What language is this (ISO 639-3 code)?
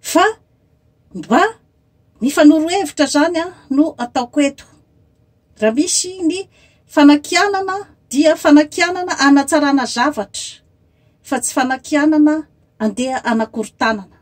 mlg